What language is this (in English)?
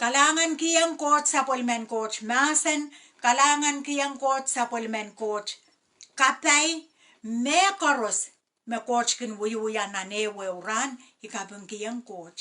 Pohnpeian